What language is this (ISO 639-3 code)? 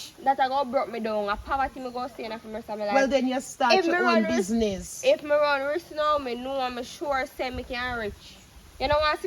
jam